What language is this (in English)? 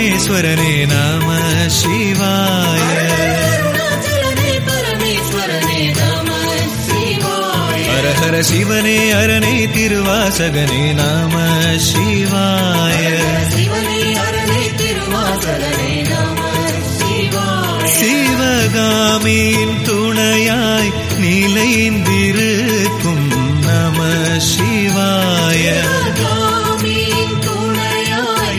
Tamil